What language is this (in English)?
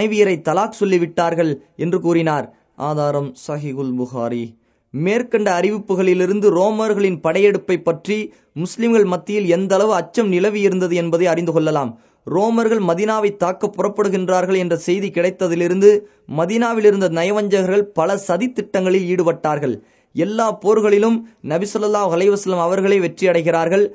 Tamil